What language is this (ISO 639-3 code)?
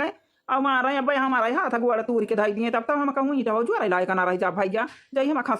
awa